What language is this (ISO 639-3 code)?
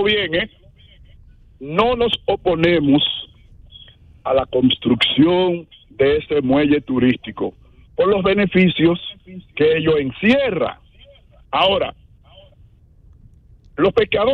spa